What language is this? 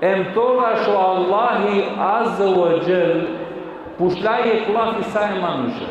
Balkan Romani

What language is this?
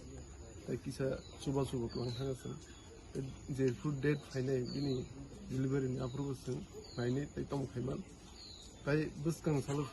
Kok Borok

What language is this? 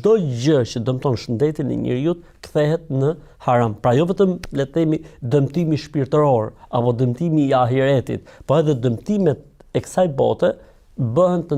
Albanian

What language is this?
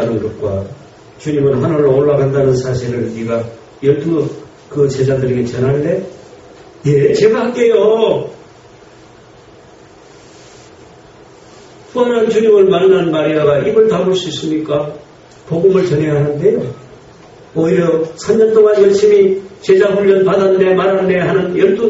Korean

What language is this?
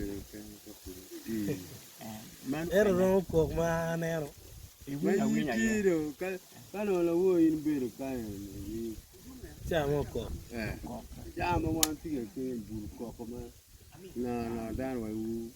Acoli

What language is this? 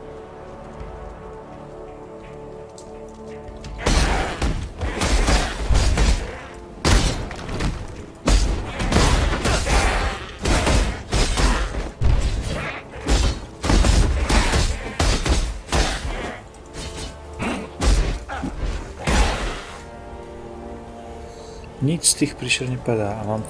Slovak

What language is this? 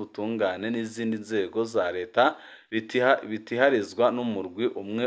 Rundi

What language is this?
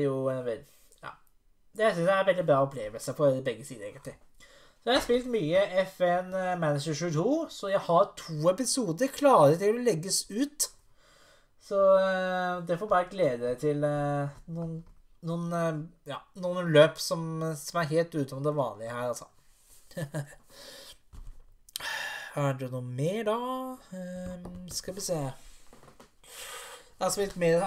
Norwegian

